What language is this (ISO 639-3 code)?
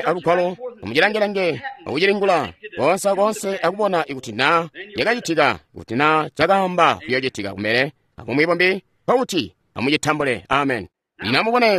toi